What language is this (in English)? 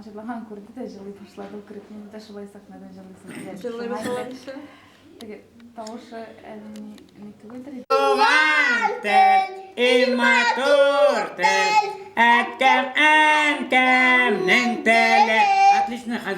Tatar